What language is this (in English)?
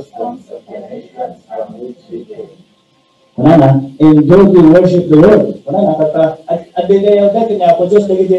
Iloko